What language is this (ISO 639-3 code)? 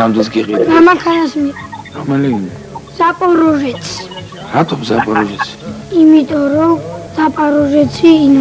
kat